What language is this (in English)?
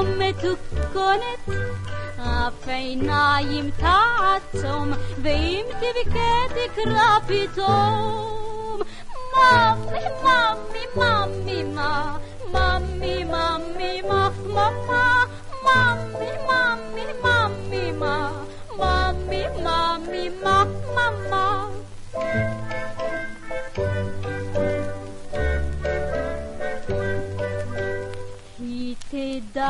Hebrew